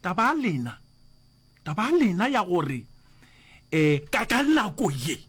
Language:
Northern Sotho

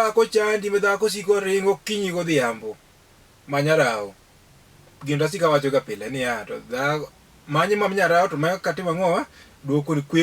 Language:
Luo (Kenya and Tanzania)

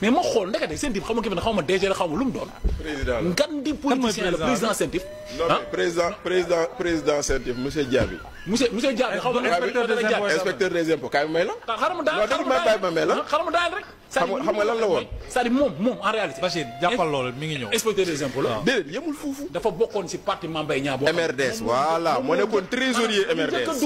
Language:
Wolof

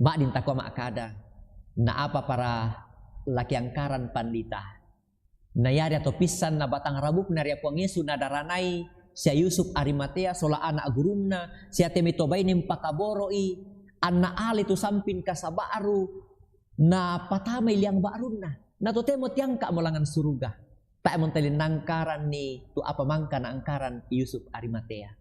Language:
Toraja-Sa'dan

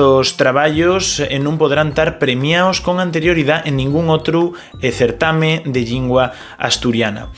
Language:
Asturian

